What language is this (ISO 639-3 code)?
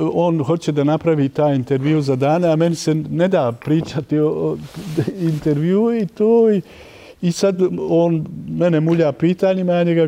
bos